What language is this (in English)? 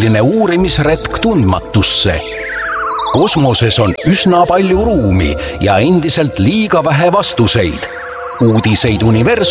Estonian